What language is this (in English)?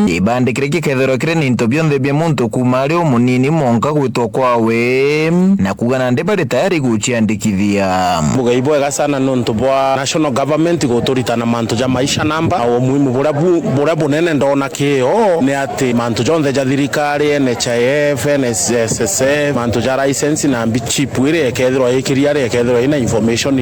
Meru